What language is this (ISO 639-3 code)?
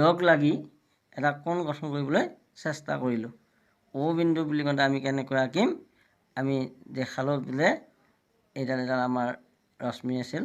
asm